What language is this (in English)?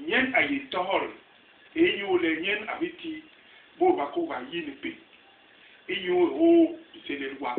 Basaa